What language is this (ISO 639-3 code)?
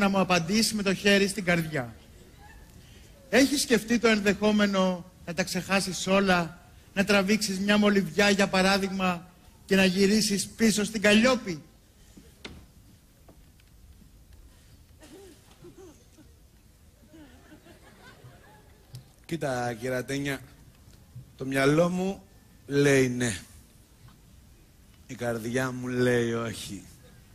ell